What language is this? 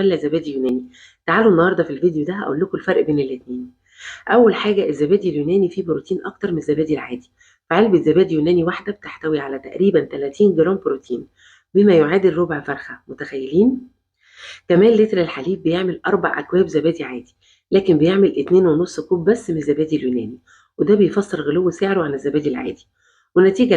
Egyptian Arabic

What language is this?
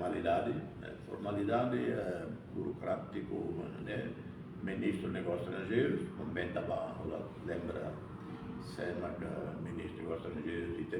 Tetum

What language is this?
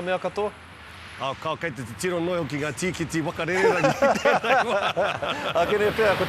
Māori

